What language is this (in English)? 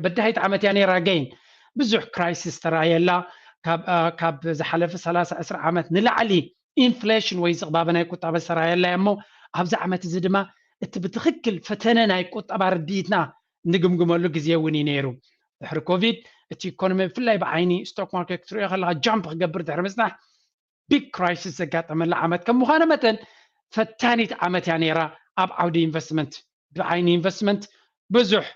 Tigrinya